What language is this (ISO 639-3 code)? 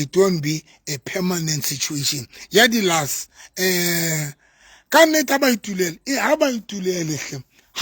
sot